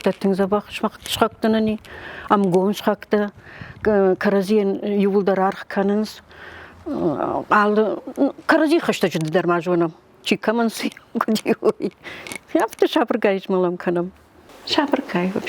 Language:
Ossetic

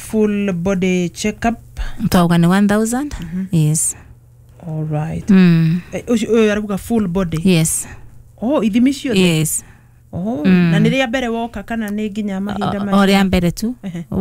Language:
Kikuyu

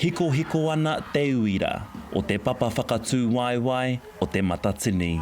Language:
Māori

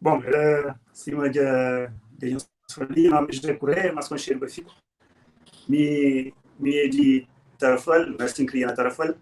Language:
Kabuverdianu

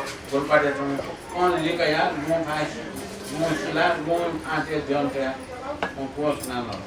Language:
Newari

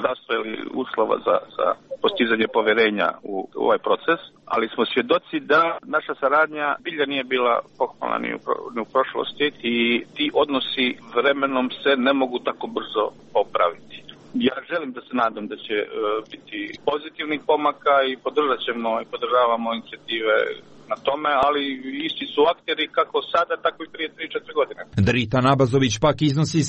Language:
Serbian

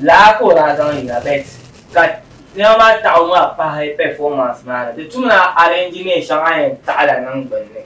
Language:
Dagbani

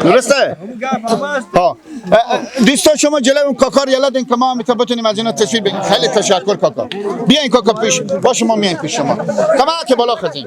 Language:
Persian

